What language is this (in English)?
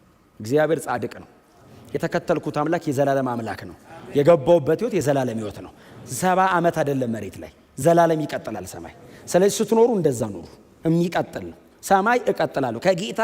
Amharic